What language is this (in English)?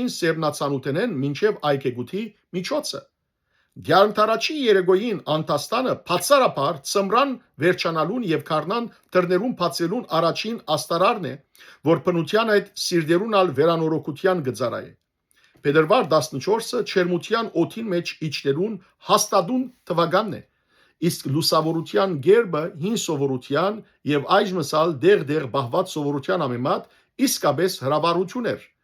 Western Armenian